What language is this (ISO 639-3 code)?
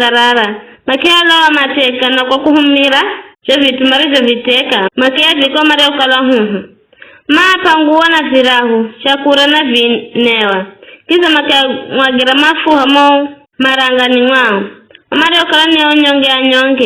nyf